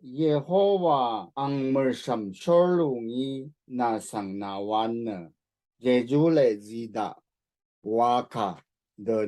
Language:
Rawang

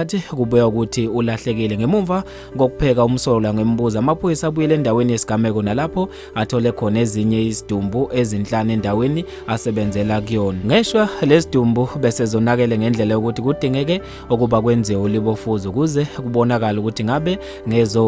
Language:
Zulu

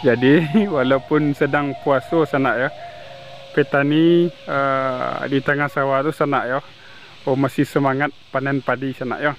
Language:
Minangkabau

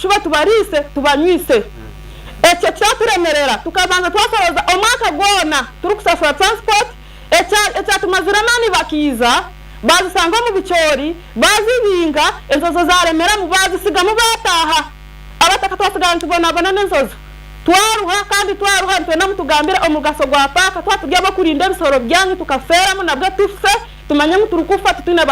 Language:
Nyankole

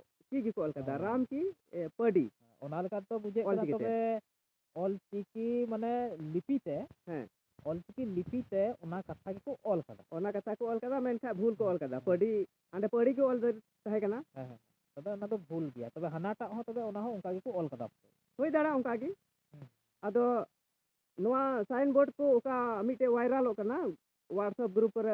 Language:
Santali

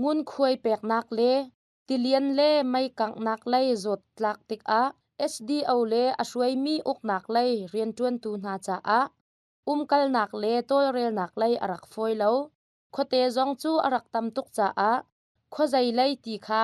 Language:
Hakha Chin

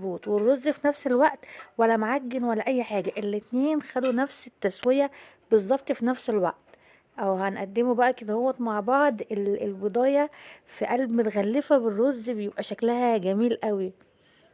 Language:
Egyptian Arabic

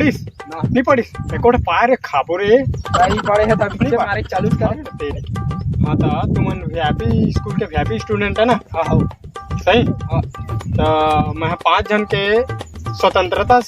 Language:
Chhattisgarhi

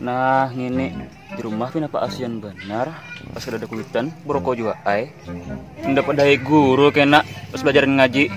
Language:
Banjar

